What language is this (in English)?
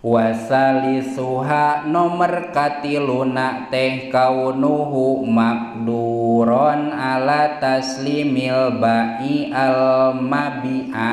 Sundanese